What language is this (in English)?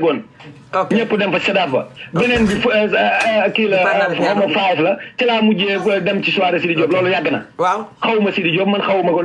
Wolof